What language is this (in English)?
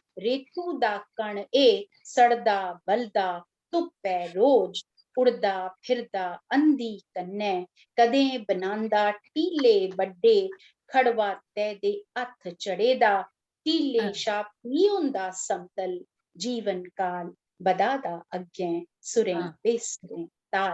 Dogri